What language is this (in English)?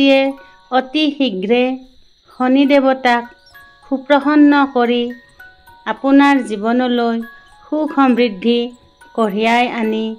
Assamese